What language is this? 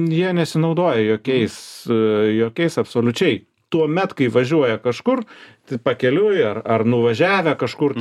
Lithuanian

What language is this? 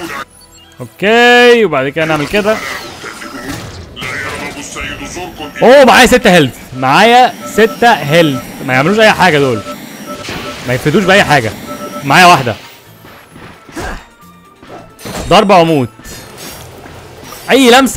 Egyptian Arabic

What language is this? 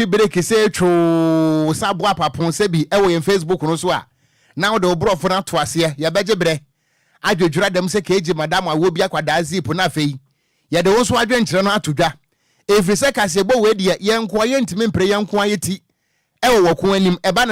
Akan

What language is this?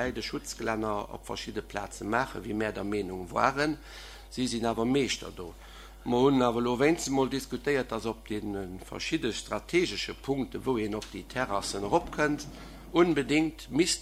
Luxembourgish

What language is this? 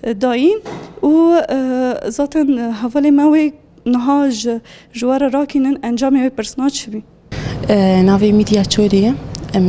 Kurdish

